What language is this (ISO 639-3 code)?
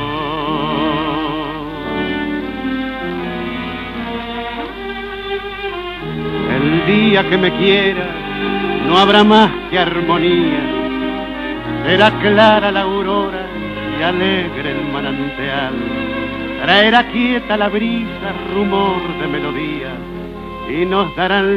spa